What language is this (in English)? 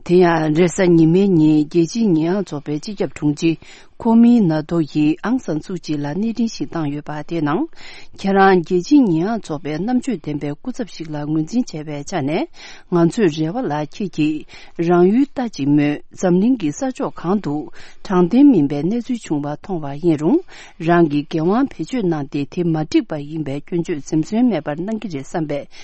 Tibetan